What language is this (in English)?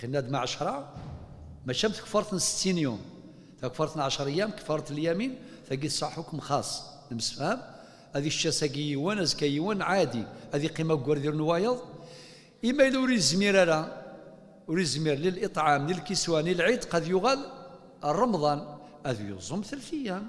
Kabyle